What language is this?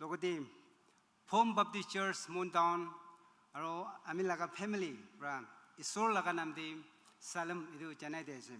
Naga Pidgin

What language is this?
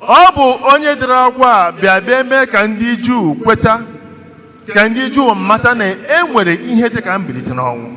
Igbo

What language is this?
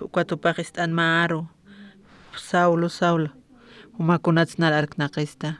Aymara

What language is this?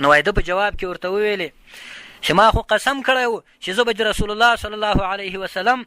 Pashto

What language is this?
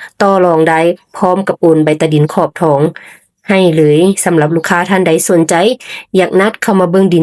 Lao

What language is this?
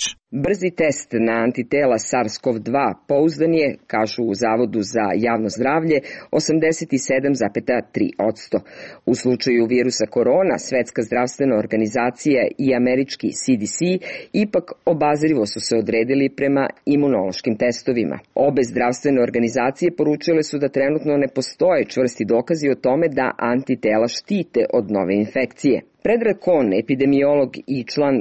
Serbian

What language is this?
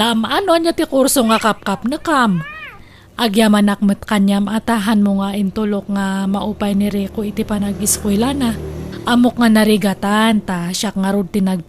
Iloko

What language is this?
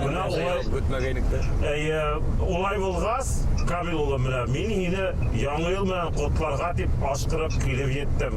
Bashkir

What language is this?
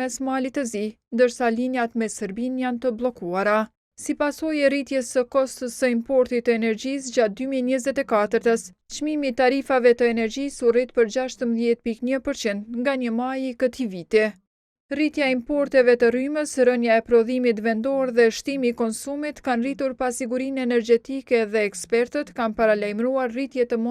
Albanian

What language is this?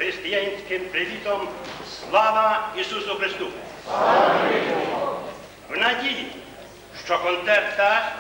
Ukrainian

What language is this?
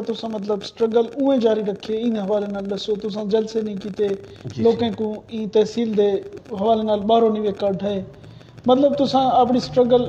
Saraiki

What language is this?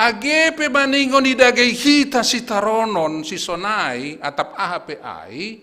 Batak Simalungun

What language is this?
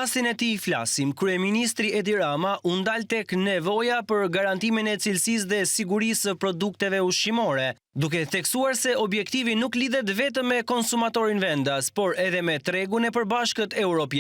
Albanian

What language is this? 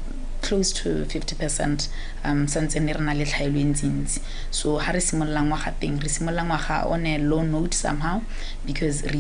Tswana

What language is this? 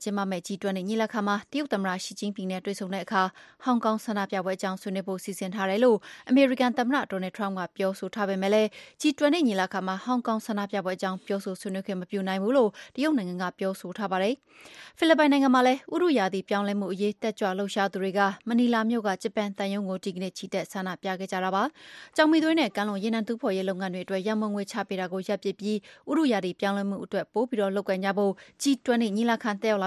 Burmese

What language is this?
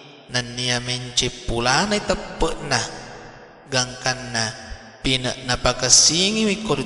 Buginese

